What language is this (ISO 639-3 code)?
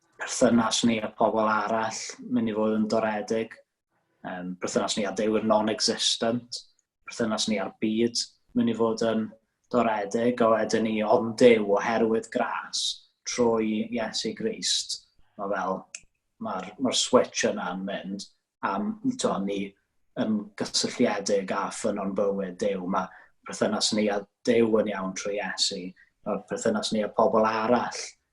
cym